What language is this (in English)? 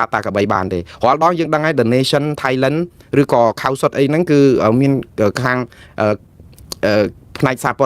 Khmer